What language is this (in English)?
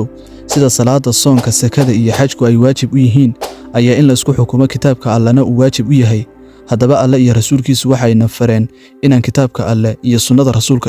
Somali